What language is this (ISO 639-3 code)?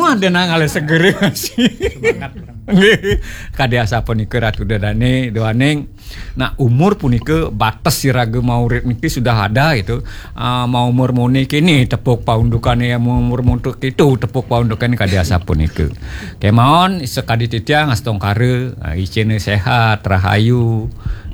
ban